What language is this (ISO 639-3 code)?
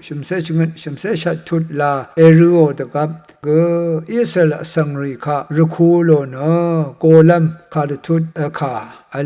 raw